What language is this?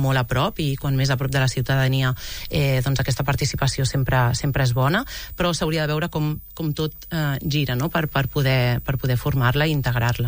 Catalan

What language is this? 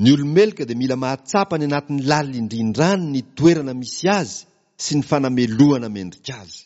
Malagasy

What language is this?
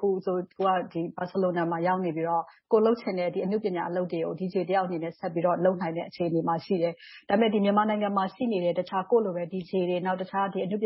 Burmese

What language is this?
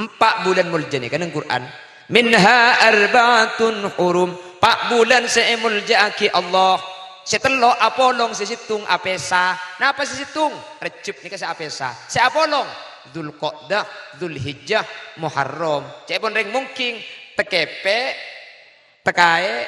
Madurese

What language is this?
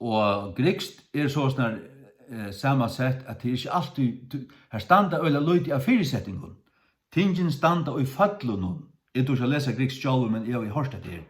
Faroese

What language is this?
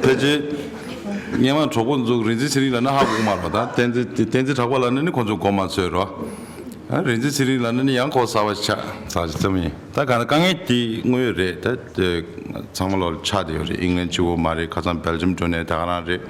Tibetan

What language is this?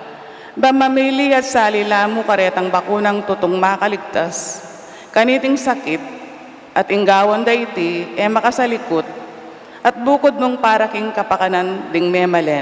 Pampanga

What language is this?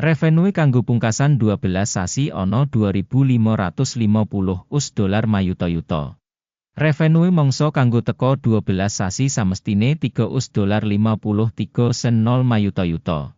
Javanese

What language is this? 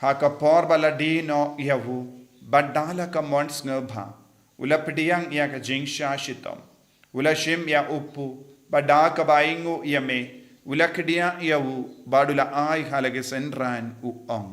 Khasi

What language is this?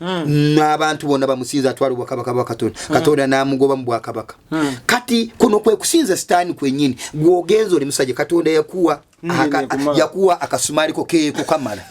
Ganda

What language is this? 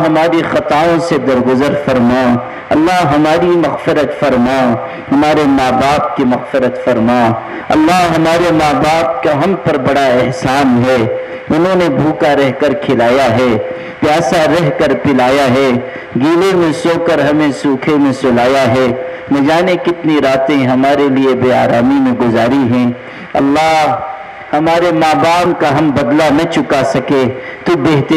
Urdu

